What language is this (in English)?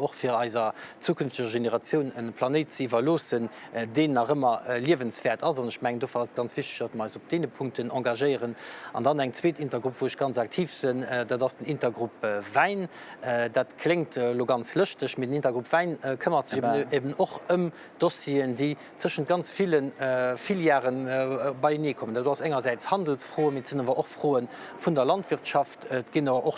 Luxembourgish